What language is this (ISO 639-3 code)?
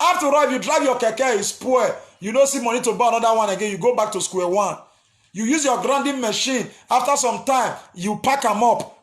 pcm